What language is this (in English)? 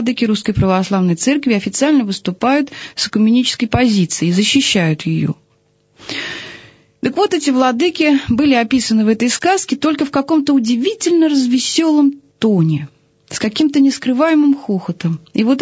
Russian